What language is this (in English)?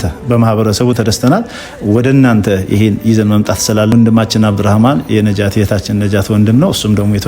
Amharic